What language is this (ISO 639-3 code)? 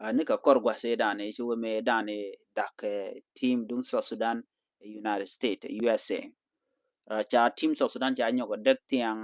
nus